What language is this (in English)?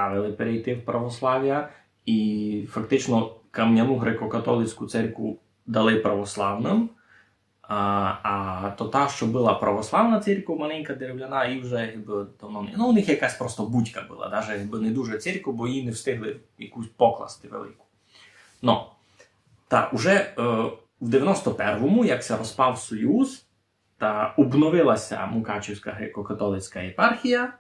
Rusyn